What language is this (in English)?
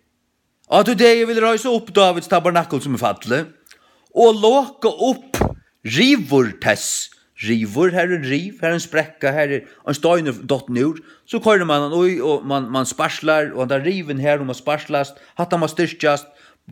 Faroese